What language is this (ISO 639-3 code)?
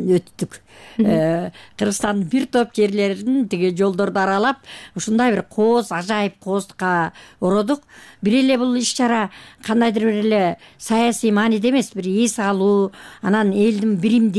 kir